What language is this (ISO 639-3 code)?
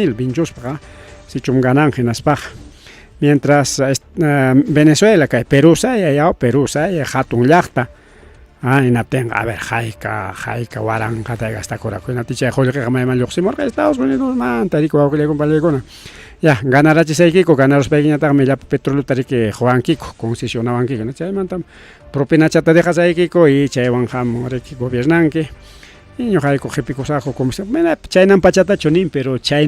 quy